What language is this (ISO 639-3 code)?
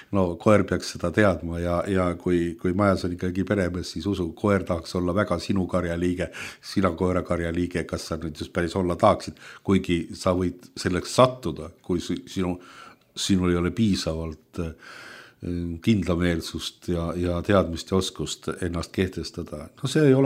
est